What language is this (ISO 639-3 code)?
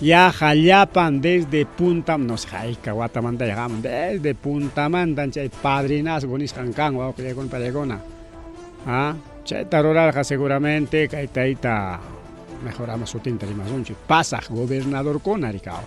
quy